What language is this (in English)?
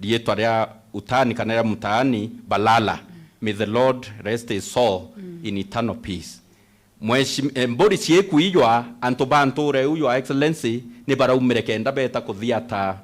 Meru